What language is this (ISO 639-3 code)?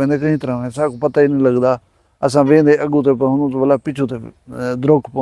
skr